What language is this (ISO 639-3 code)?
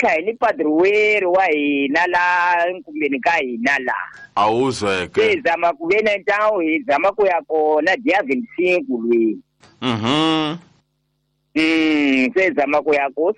tso